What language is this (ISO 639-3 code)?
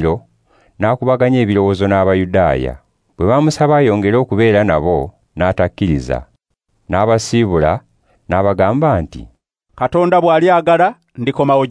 lug